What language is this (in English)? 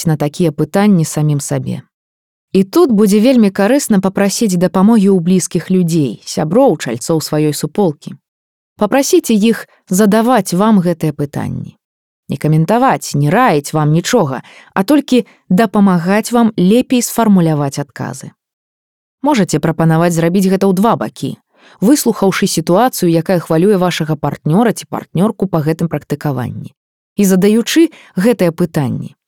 Belarusian